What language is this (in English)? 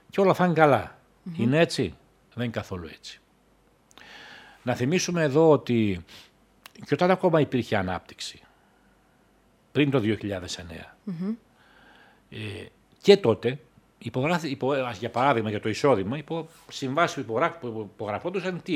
Greek